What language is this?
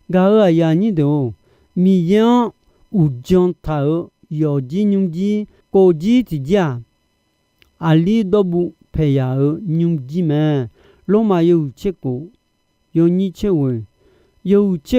Akha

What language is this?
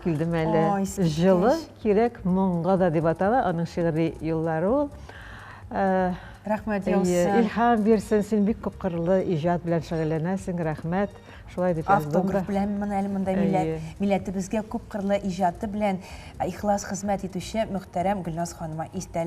Tatar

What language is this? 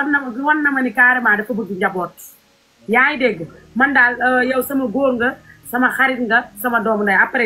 Wolof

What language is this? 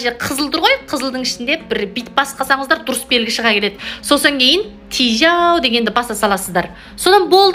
Kazakh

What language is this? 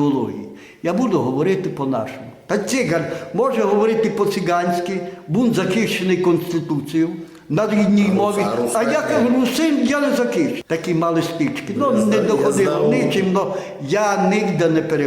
Rusyn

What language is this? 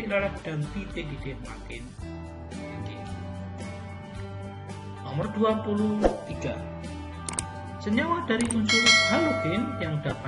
Indonesian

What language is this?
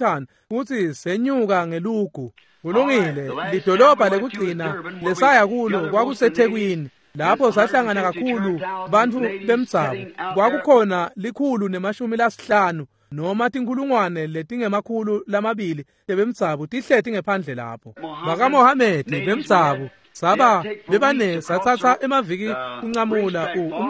Swati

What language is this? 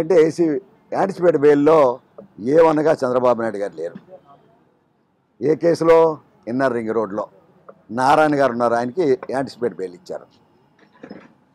Telugu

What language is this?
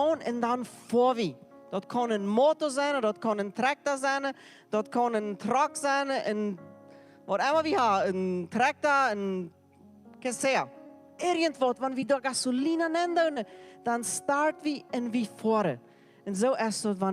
Plautdietsch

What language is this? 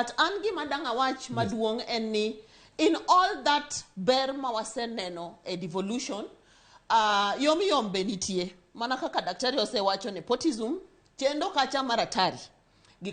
Luo (Kenya and Tanzania)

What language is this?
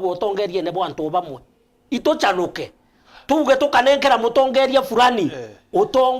Meru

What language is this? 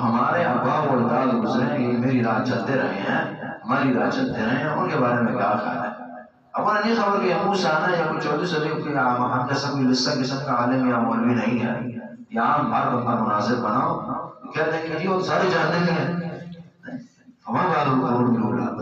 Urdu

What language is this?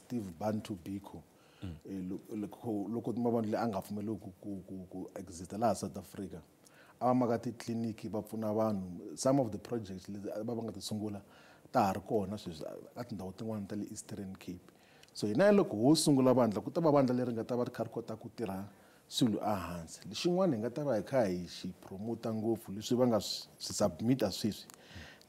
Tsonga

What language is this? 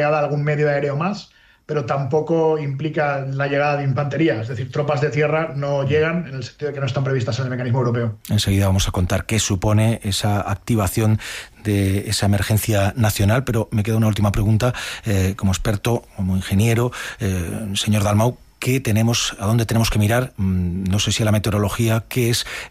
Spanish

